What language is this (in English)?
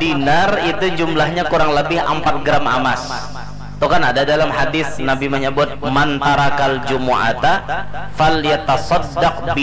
Banjar